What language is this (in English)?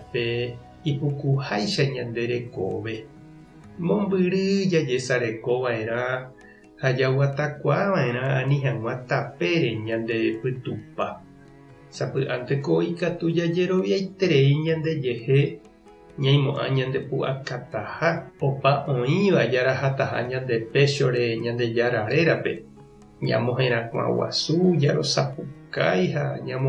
Guarani